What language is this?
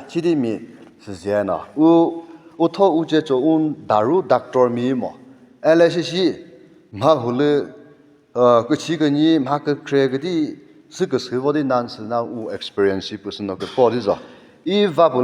Chokri Naga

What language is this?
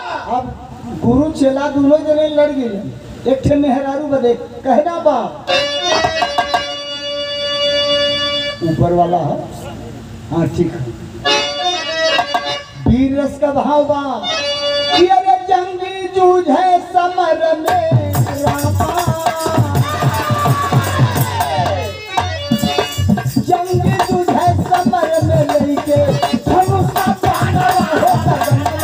Bhojpuri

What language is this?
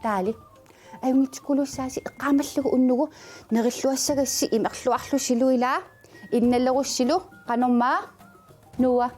Kalaallisut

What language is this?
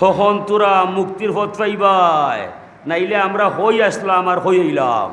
Sylheti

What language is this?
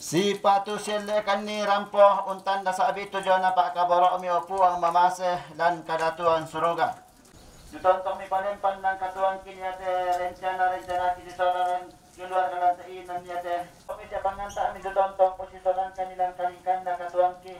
Toraja-Sa'dan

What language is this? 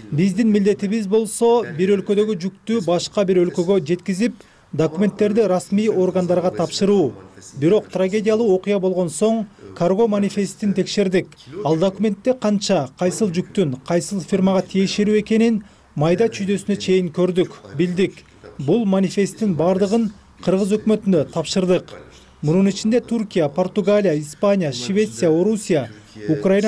Kyrgyz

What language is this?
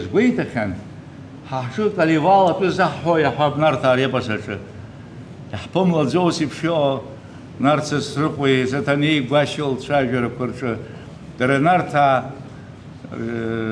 Abkhazian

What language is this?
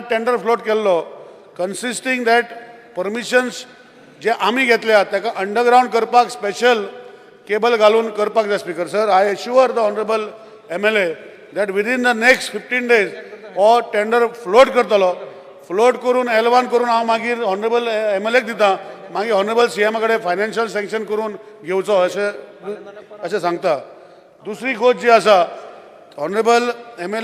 Konkani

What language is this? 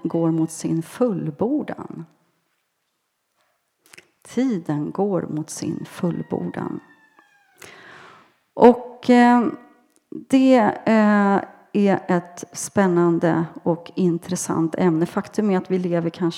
Swedish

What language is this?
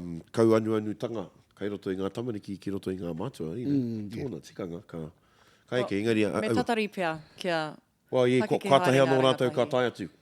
Māori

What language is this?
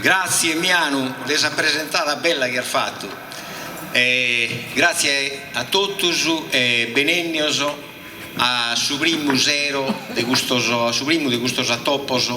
Sardinian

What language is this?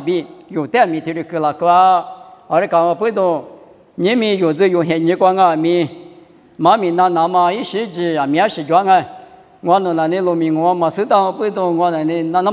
Lisu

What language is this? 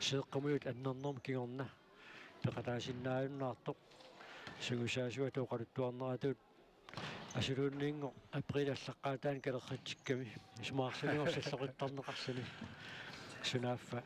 Kalaallisut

